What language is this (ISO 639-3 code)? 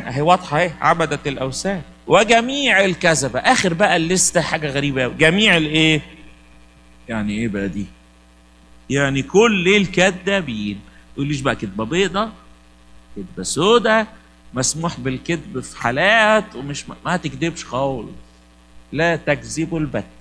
arz